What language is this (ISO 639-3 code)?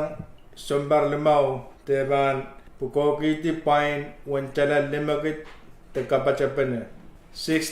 pon